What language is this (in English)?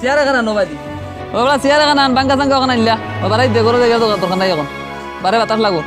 Sylheti